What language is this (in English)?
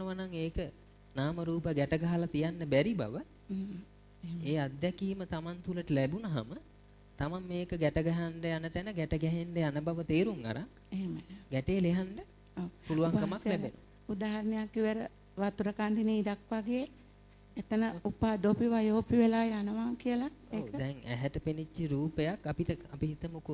Sinhala